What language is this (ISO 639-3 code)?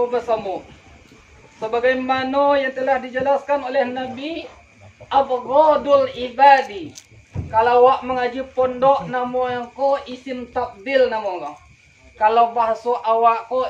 min